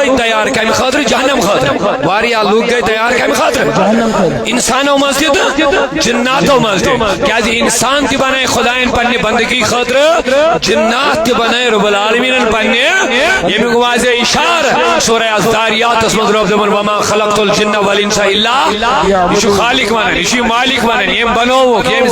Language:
Kashmiri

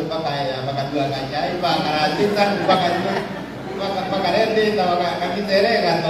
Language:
Meru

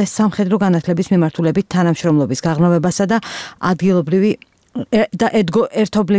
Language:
Georgian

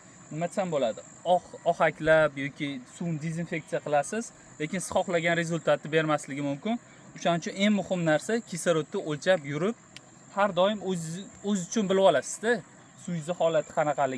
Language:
Uzbek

